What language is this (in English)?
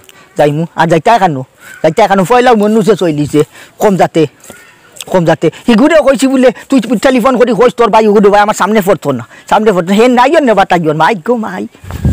Sylheti